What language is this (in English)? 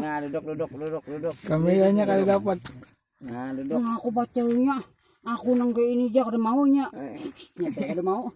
Banjar